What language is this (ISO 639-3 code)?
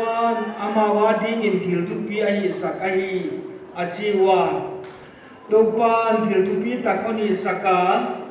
pck